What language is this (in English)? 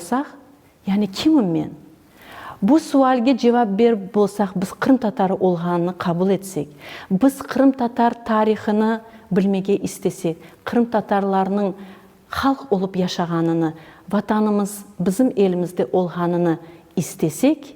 Crimean Tatar